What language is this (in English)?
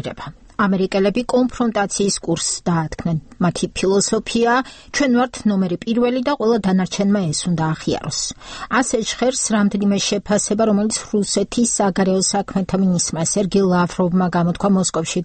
Georgian